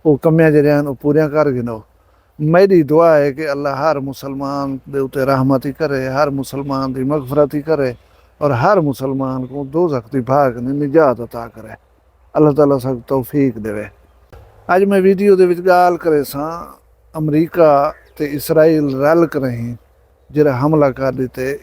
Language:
Saraiki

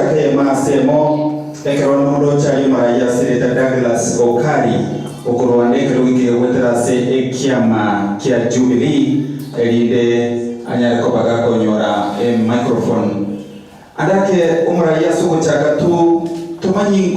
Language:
Gusii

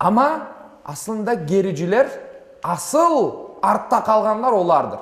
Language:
Crimean Tatar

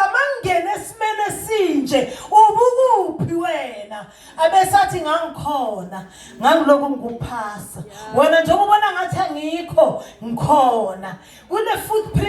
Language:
Zulu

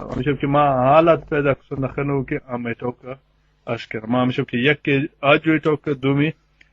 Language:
Baluchi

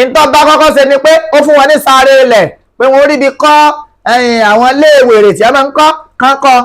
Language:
Yoruba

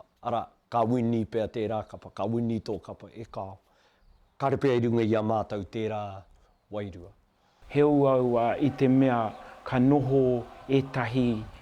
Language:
Māori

